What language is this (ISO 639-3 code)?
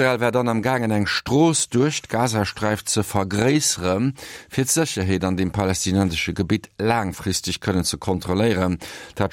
ltz